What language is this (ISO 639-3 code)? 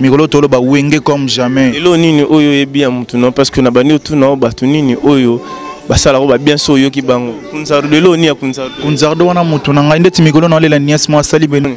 lin